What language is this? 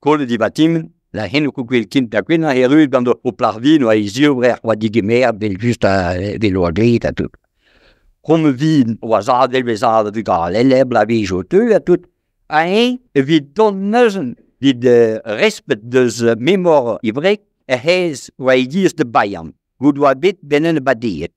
Breton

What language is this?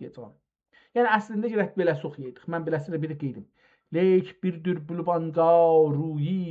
South Azerbaijani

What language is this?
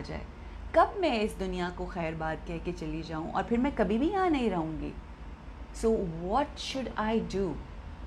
Urdu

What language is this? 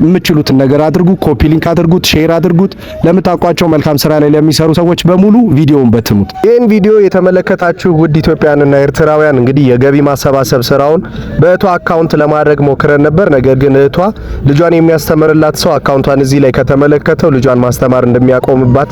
Amharic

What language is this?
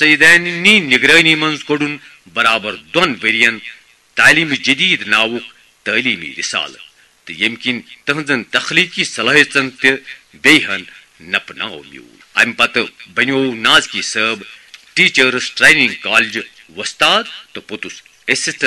Kashmiri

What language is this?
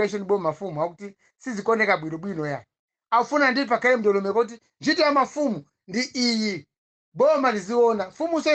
Nyanja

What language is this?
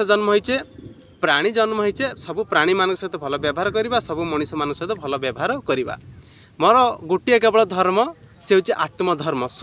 Odia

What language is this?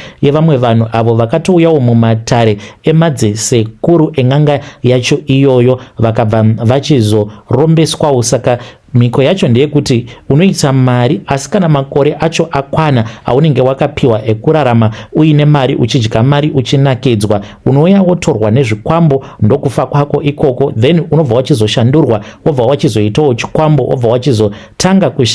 Shona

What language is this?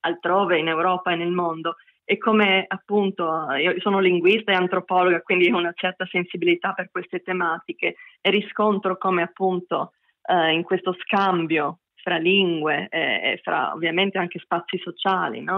Italian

